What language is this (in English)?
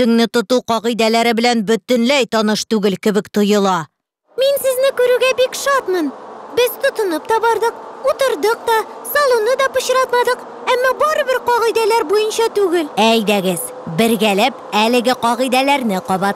Tatar